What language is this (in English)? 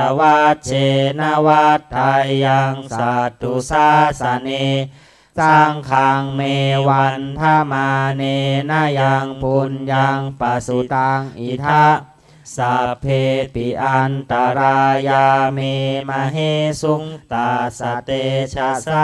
Pali